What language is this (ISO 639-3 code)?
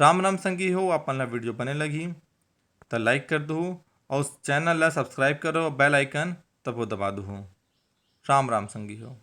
hne